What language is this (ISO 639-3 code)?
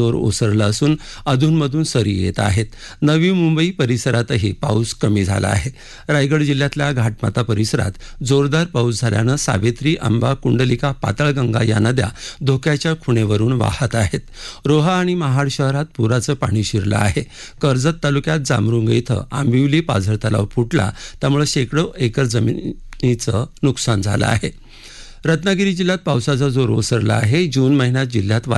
mar